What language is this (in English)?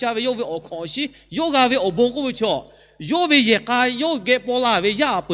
Lahu